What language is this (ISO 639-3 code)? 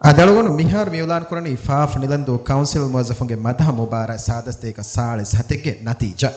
div